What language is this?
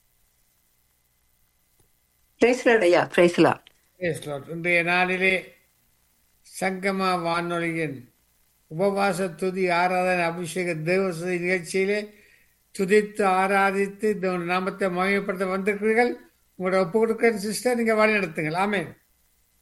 Tamil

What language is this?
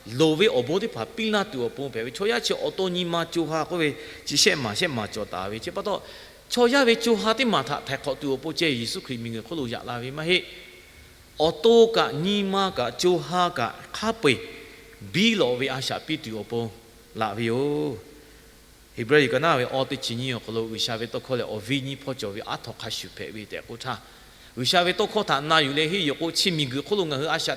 Lahu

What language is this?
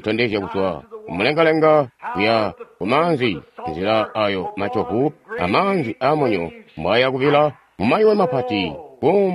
Tonga (Zambia)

